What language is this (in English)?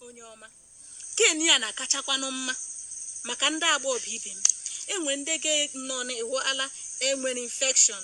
Igbo